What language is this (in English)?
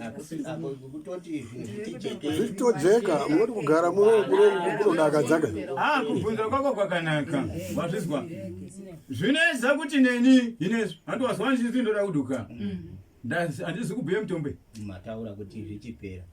Shona